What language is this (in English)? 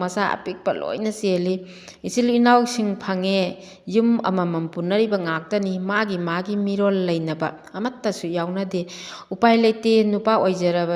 Manipuri